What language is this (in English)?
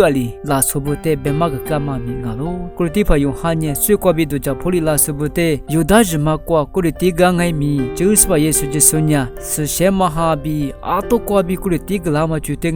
Lisu